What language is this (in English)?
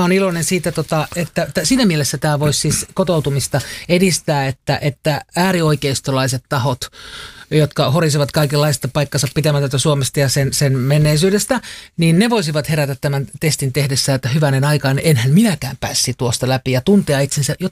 Finnish